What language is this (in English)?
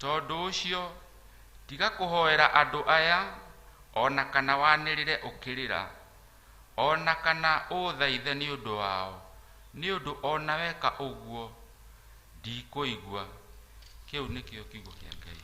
Kikuyu